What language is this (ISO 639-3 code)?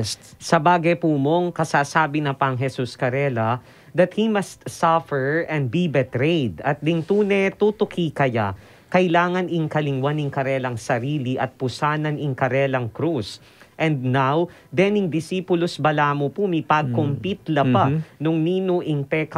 pam